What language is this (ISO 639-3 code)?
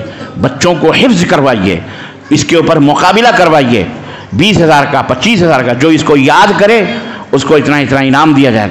urd